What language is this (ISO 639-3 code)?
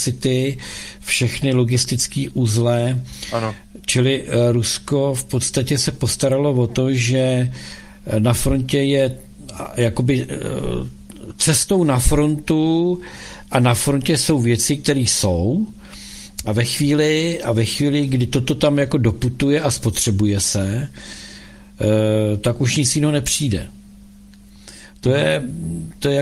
ces